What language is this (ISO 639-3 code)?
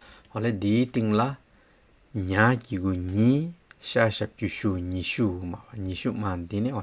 scp